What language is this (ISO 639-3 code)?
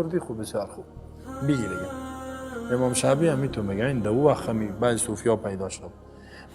fas